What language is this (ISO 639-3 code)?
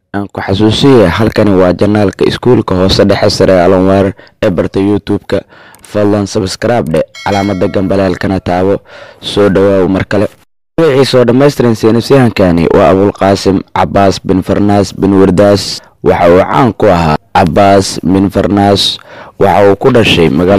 som